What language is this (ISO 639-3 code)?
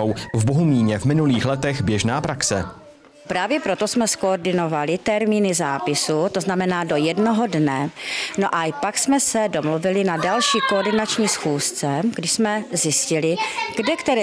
ces